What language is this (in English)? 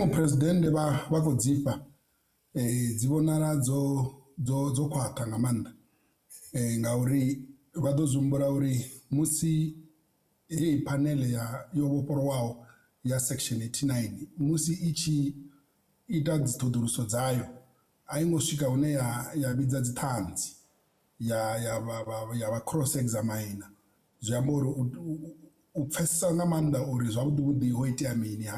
Venda